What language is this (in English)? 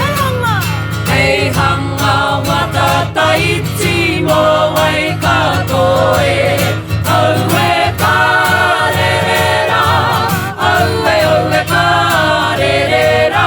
Māori